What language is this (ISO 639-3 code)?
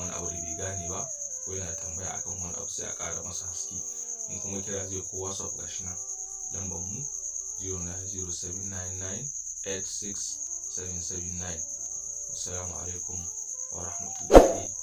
hau